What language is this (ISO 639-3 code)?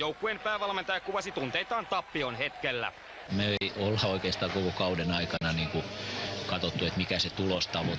fin